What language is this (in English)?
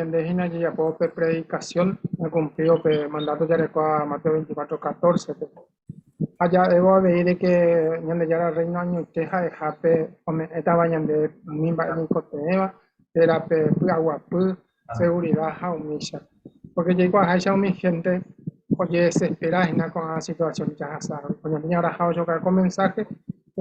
Guarani